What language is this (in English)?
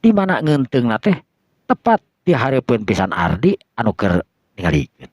Sundanese